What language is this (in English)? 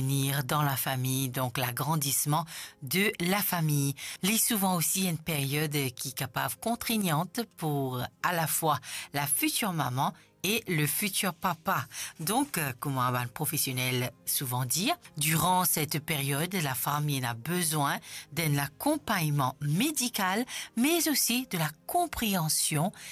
Morisyen